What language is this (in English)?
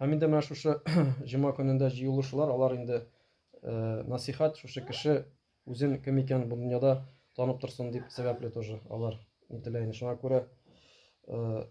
Tatar